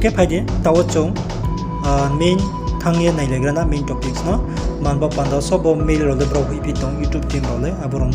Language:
Riang (India)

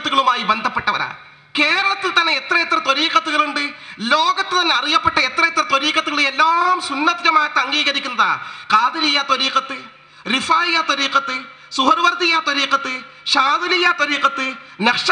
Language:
Malayalam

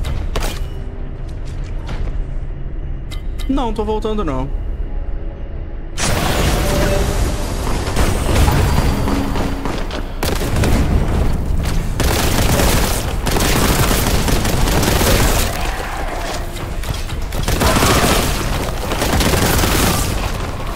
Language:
Portuguese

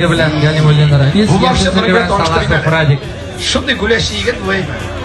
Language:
Tatar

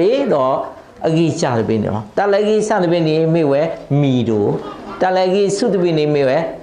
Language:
S'gaw Karen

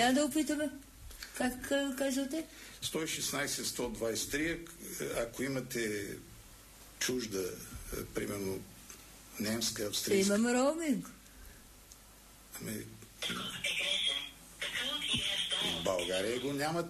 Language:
Bulgarian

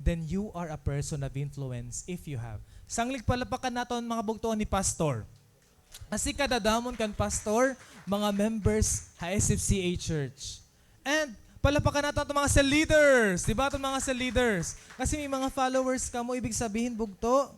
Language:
Waray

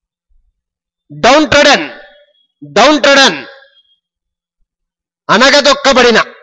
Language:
Telugu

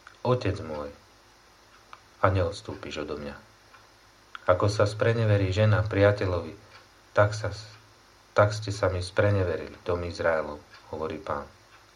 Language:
Slovak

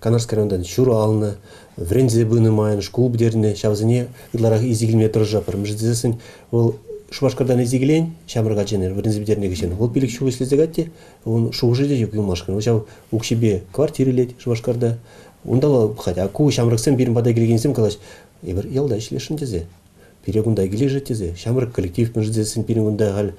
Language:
Chuvash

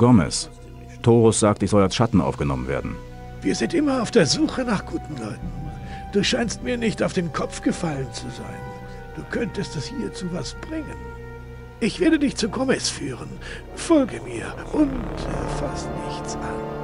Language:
Bavarian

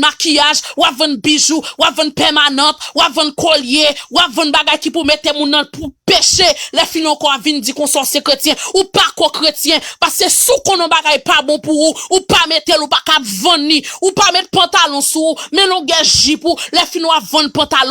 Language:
Haitian Creole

